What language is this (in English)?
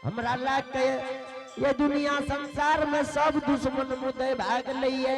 Angika